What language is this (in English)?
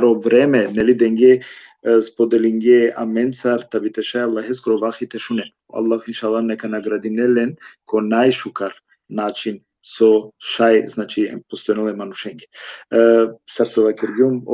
Balkan Romani